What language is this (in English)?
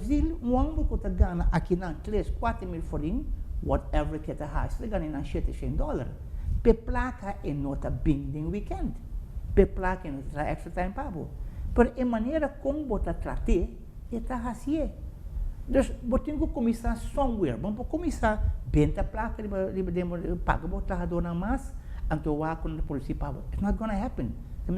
Papiamento